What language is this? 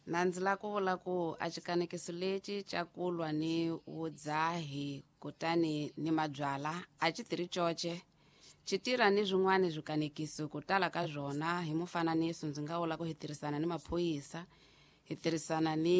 Tsonga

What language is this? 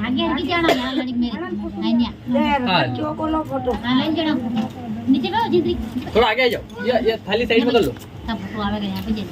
Rajasthani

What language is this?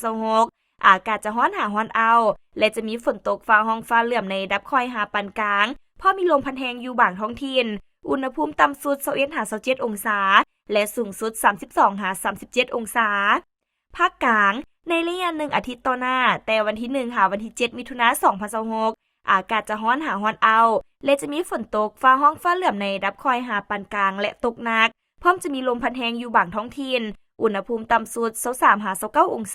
Lao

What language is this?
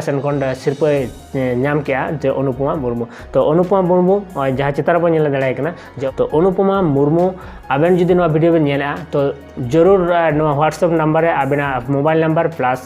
Santali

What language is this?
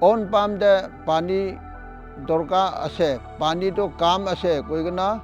Naga Pidgin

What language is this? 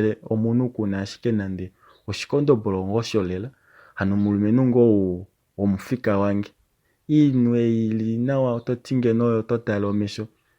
Kuanyama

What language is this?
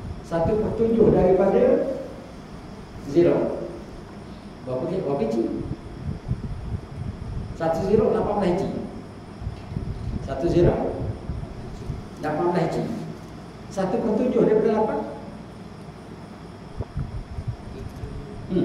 Malay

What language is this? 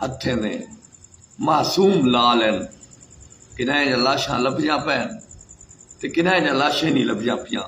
Saraiki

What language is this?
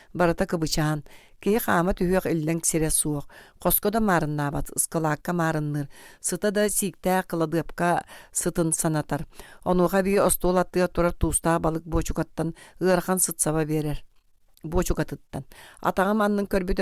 Yakut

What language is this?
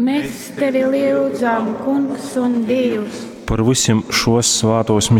Latgalian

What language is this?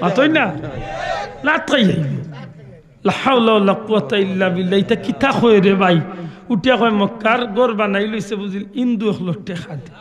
Sylheti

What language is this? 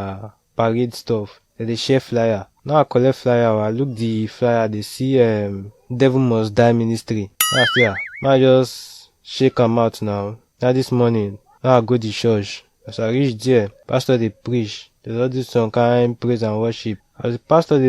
Nigerian Pidgin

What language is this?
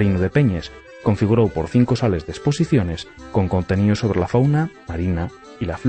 Asturian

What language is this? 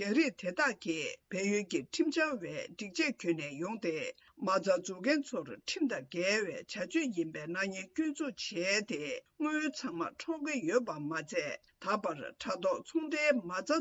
Tibetan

